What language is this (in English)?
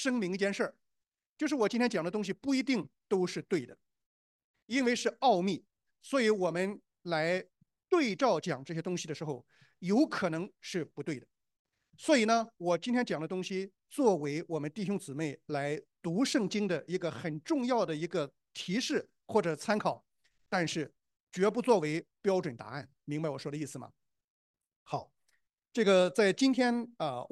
Chinese